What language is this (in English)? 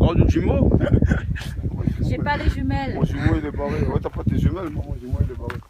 Réunion Creole French